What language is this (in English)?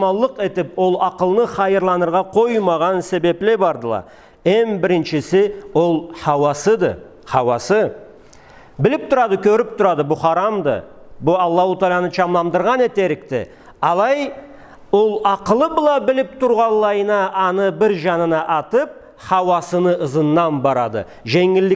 Karachay-Balkar